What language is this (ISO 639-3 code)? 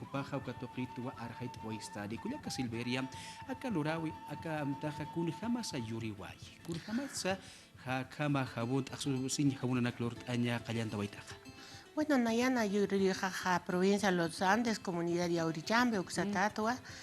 aym